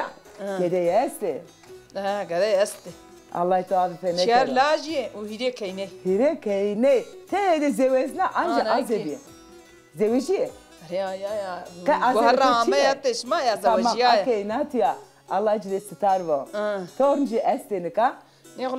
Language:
Zaza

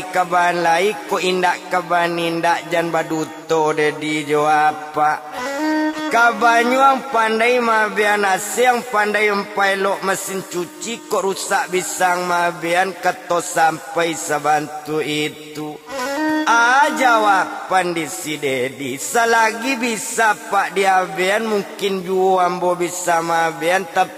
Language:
Minangkabau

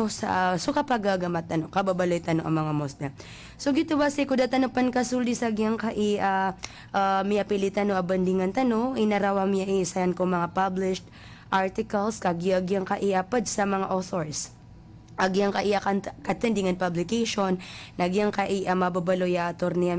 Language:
Maranao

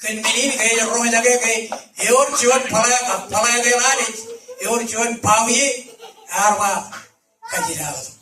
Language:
Marshallese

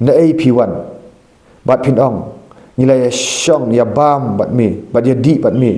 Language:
Khasi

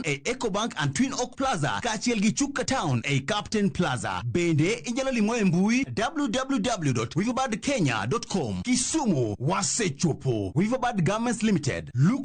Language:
Luo (Kenya and Tanzania)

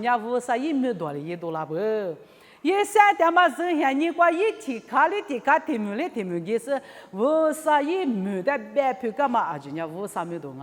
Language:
Lisu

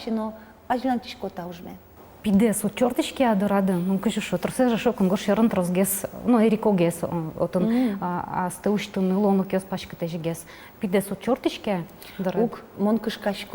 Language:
Udmurt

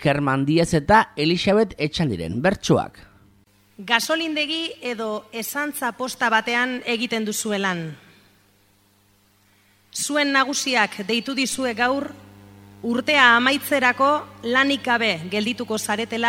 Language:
Basque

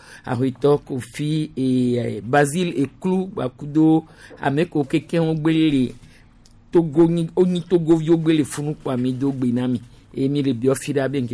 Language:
Gen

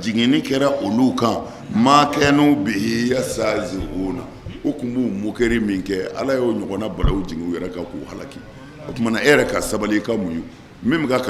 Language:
Bambara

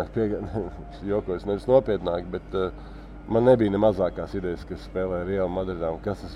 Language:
Latvian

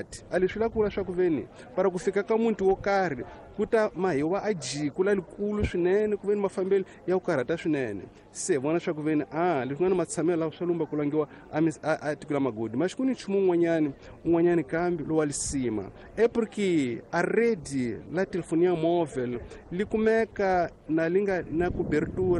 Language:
Tsonga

